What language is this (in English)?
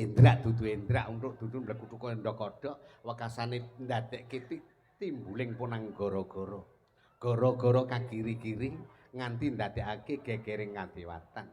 Javanese